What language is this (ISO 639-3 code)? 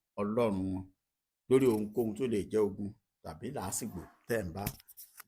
yor